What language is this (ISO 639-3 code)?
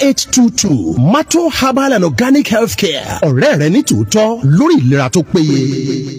yor